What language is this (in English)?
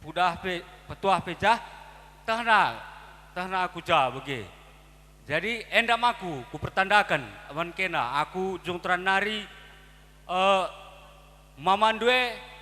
Batak Karo